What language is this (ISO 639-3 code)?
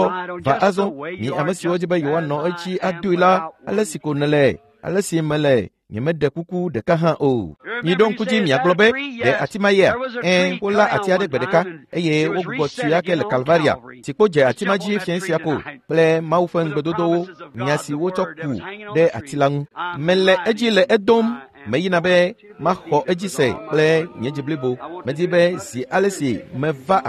ewe